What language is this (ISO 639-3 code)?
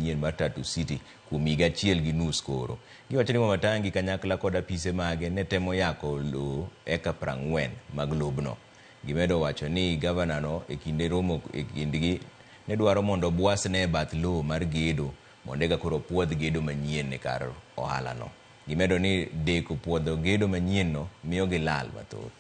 luo